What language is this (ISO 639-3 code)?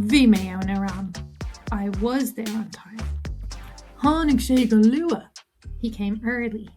gle